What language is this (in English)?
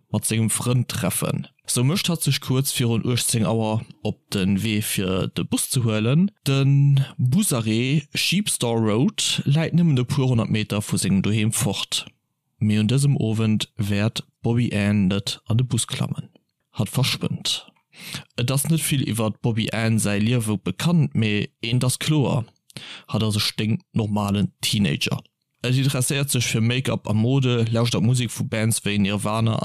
Luxembourgish